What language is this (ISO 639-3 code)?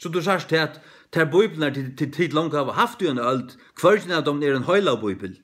fao